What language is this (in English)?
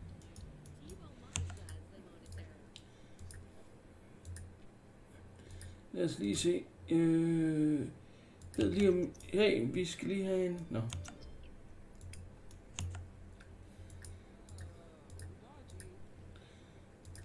Danish